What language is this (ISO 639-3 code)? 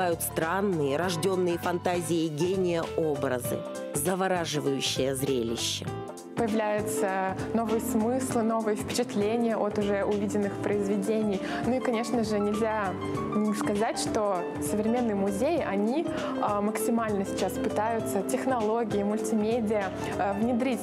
rus